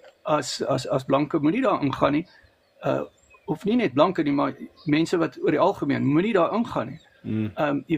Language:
Afrikaans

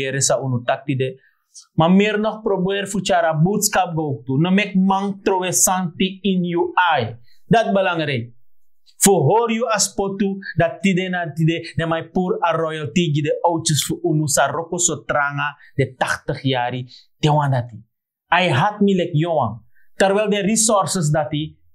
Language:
Sranan Tongo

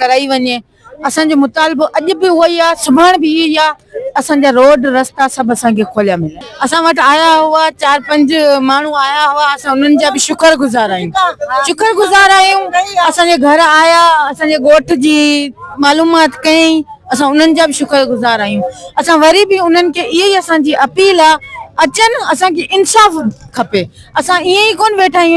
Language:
Sindhi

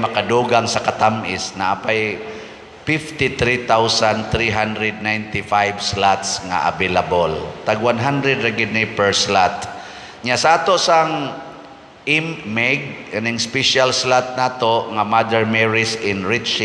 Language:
Cebuano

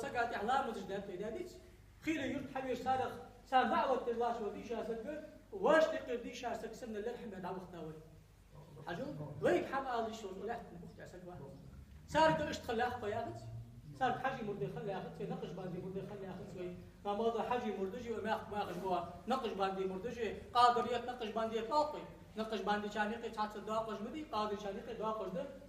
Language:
Ingush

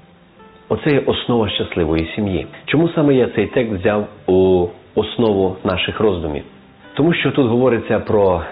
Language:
Ukrainian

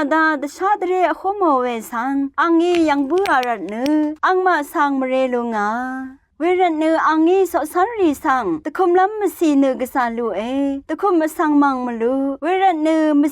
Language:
Rawang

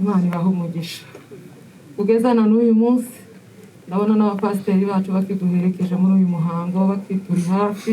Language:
Kinyarwanda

